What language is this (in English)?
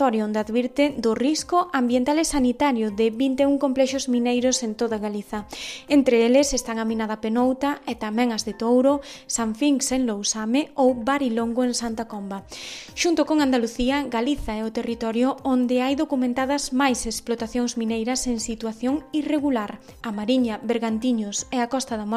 Galician